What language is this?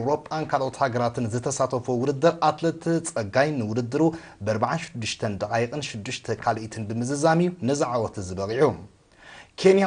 Tigrinya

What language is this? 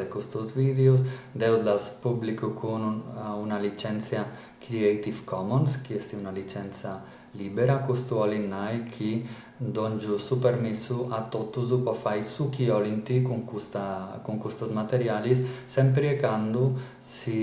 Sardinian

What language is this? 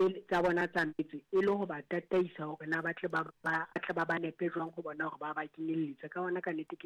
Southern Sotho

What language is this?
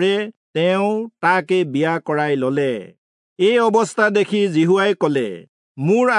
Assamese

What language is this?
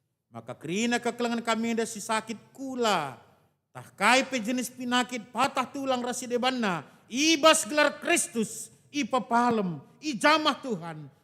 Batak Karo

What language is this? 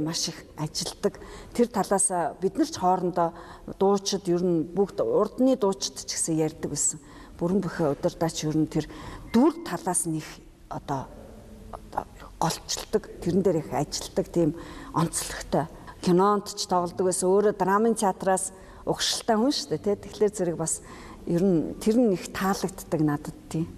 Mongolian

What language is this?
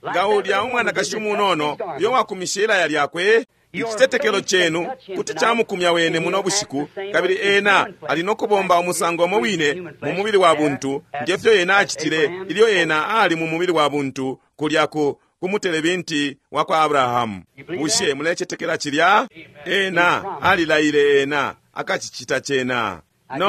Bemba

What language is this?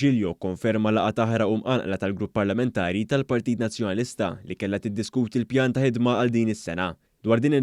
Maltese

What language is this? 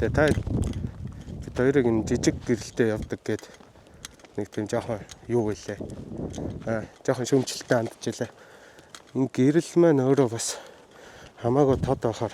Mongolian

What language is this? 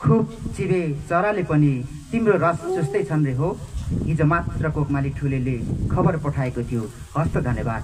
Nepali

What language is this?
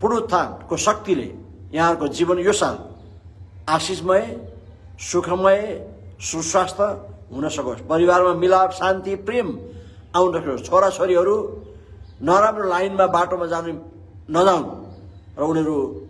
Nepali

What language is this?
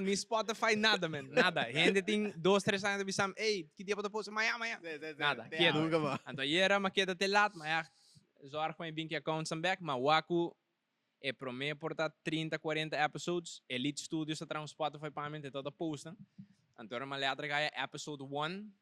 Papiamento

